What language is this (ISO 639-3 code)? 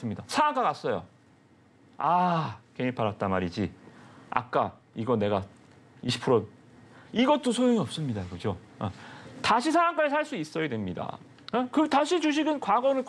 kor